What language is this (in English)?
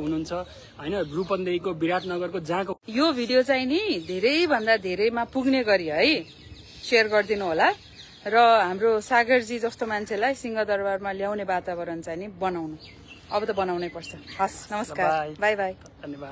Nepali